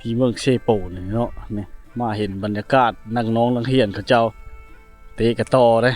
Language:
Lao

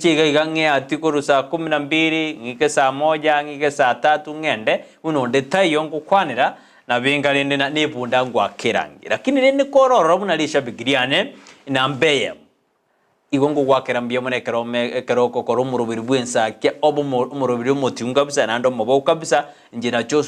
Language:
Gusii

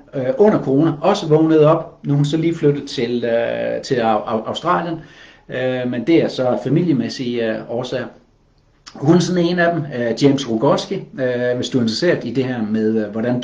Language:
Danish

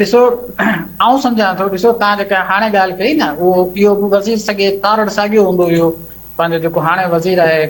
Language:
Sindhi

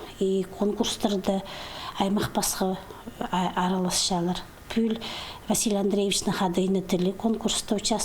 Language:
Khakas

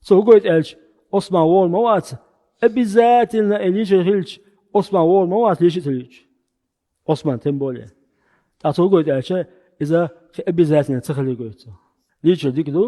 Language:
Chechen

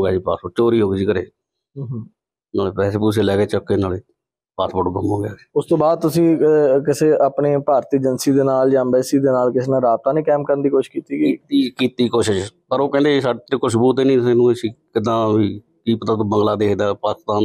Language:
Punjabi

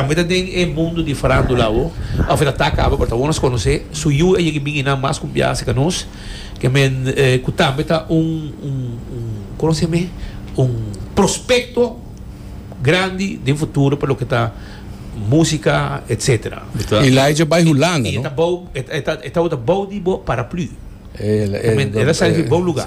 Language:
Papiamento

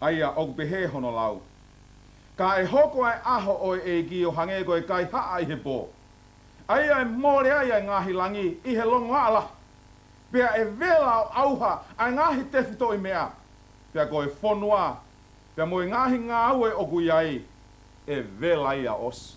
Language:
Tongan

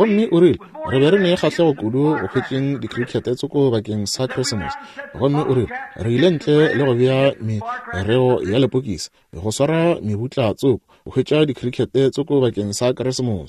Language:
Northern Sotho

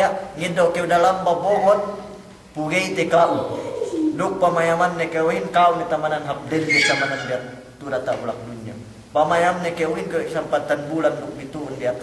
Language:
Yakan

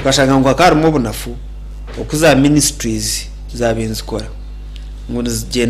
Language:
Nyankole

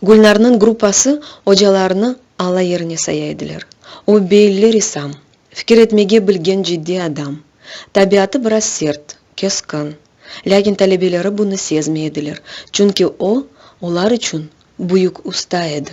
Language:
Crimean Tatar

